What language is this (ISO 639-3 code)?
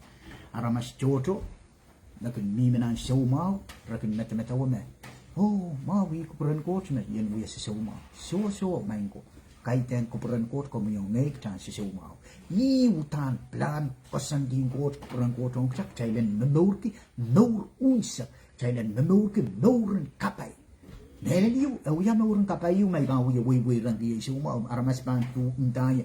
pon